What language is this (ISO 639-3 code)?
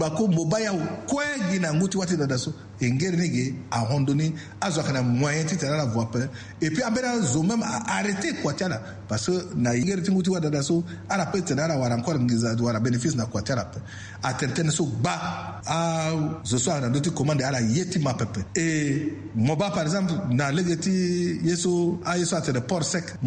sag